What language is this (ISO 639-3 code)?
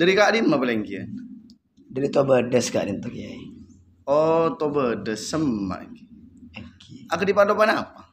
mad